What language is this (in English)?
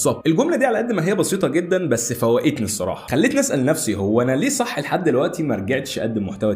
Egyptian Arabic